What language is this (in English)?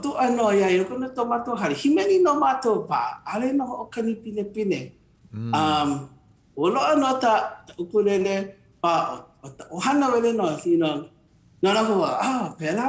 Hawaiian